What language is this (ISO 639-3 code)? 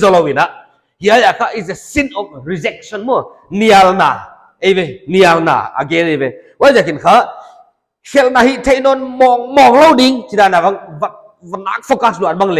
pck